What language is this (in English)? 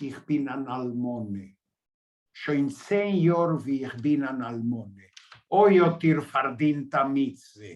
Yiddish